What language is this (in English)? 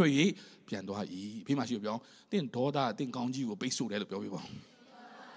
Burmese